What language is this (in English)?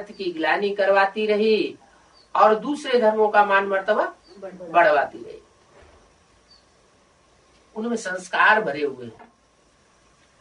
Hindi